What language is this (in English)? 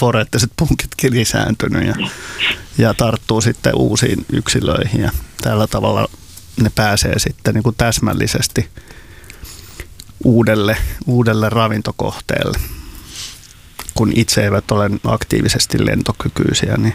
Finnish